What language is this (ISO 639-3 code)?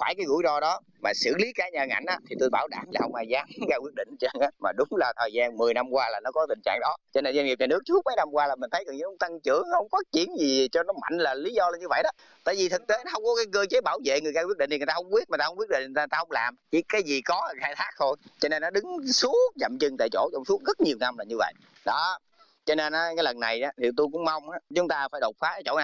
vie